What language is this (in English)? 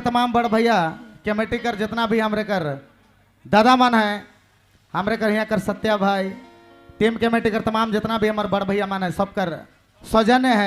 Sadri